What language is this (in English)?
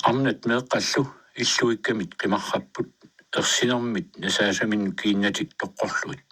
Kalaallisut